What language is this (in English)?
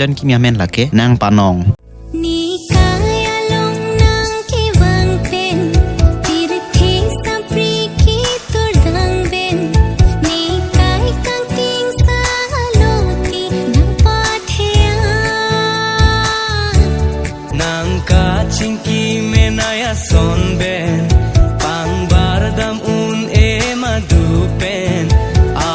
Karbi